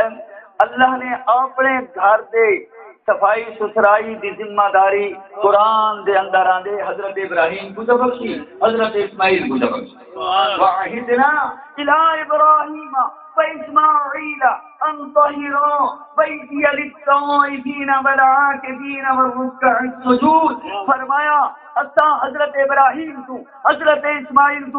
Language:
Saraiki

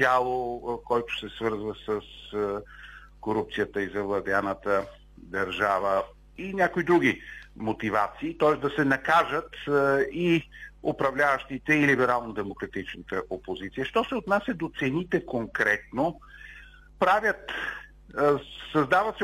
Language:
Bulgarian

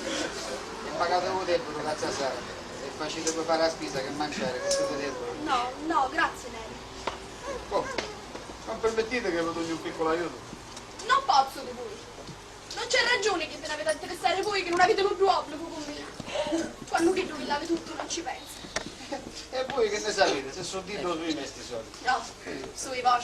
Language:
Sicilian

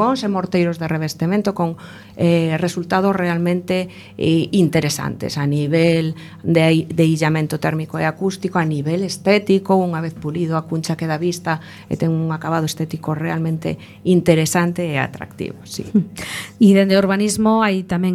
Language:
Galician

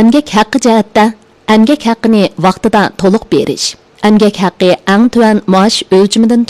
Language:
Uyghur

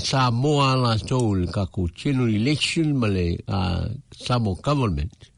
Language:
Samoan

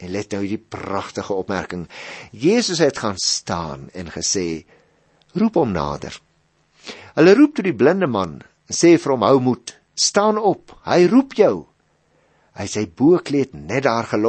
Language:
Afrikaans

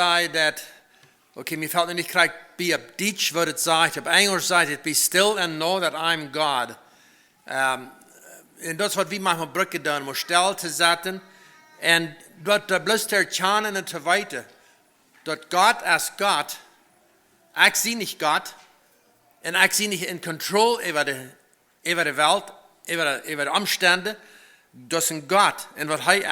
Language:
Plautdietsch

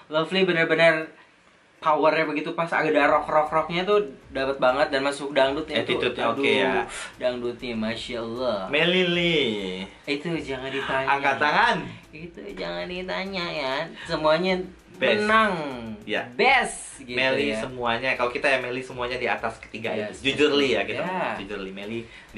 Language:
Indonesian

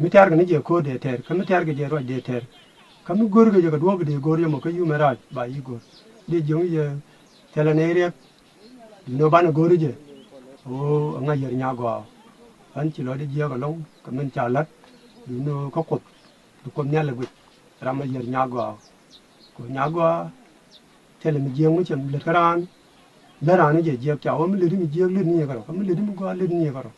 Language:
Nuer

